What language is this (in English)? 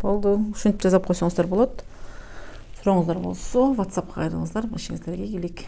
Kyrgyz